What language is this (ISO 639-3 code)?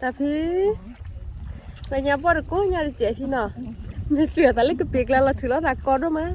ksw